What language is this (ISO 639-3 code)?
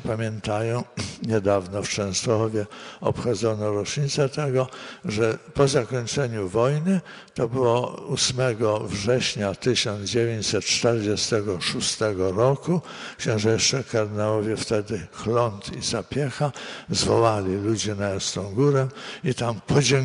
pol